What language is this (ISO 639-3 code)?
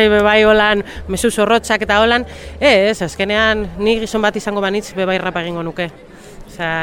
eus